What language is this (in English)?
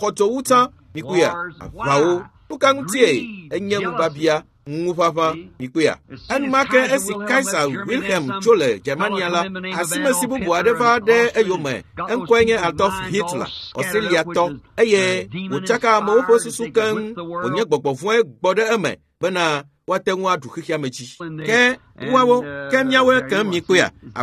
Ewe